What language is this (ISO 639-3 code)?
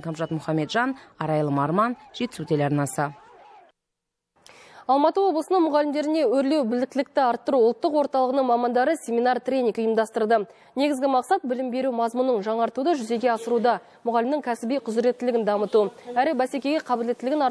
kaz